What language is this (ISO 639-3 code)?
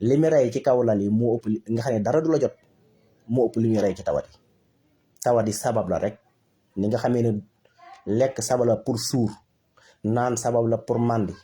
wol